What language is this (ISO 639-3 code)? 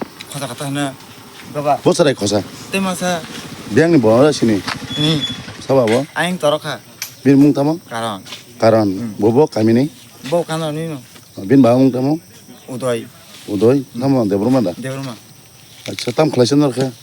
trp